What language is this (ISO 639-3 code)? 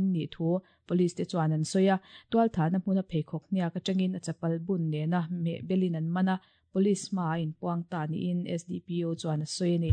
lus